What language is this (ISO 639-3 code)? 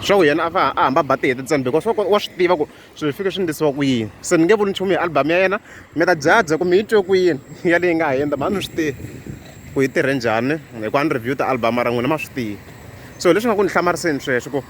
tso